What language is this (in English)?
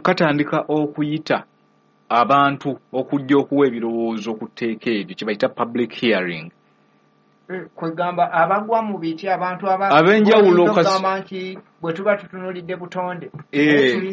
Ganda